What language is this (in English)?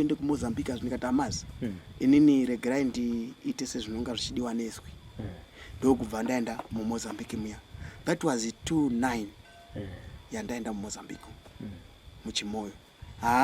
Shona